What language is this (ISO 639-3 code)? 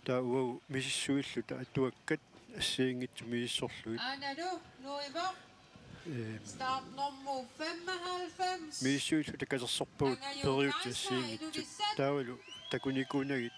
kal